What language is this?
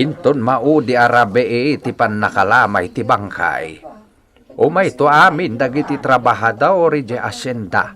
Iloko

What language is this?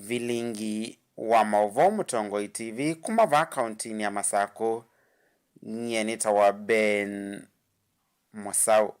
Kamba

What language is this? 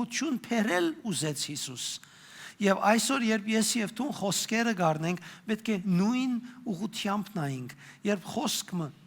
Western Armenian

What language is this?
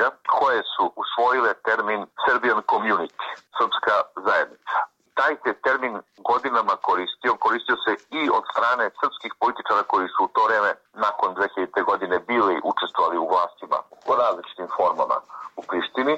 Serbian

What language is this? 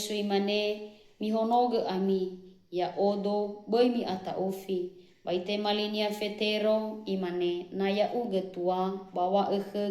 Nias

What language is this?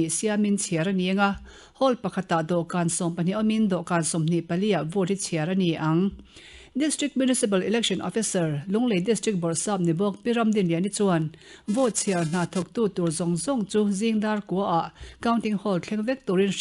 Mizo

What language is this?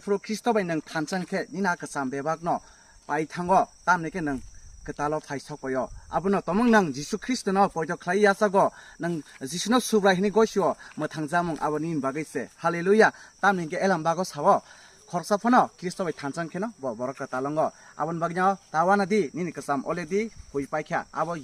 Kok Borok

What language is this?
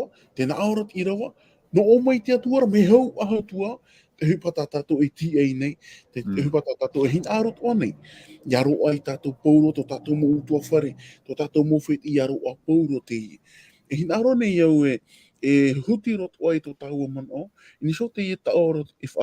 Tahitian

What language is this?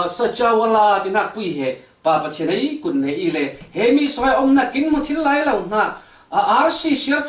Falam Chin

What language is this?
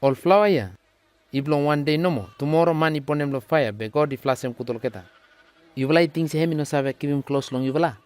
Bislama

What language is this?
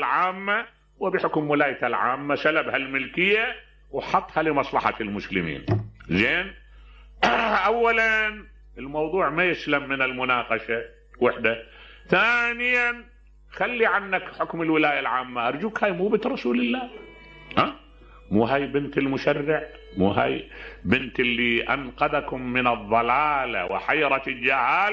Mesopotamian Arabic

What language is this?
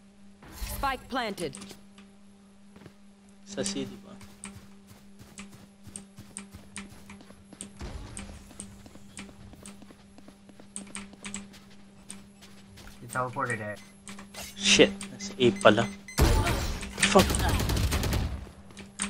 Filipino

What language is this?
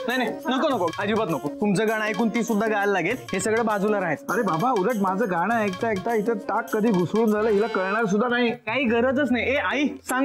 Marathi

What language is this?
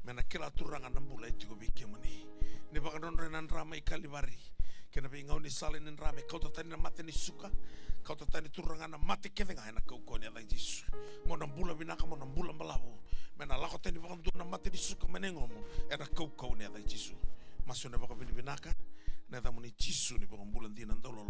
Fijian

